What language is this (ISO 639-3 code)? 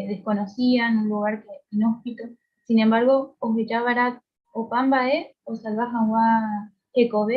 grn